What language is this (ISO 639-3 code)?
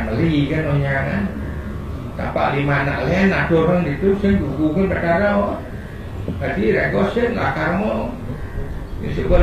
ban